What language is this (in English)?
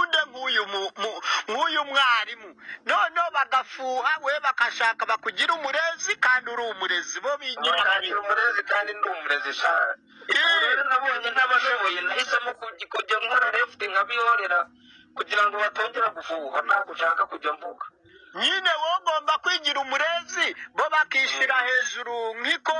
Kinyarwanda